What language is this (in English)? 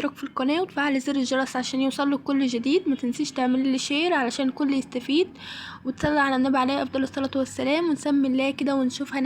Egyptian Arabic